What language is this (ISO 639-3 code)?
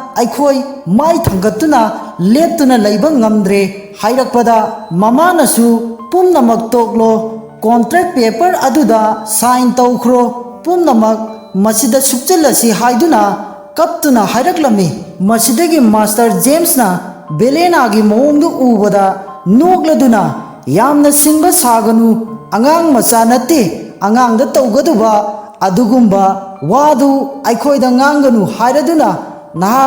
mni